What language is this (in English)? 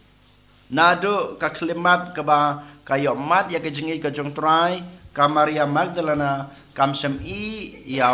Khasi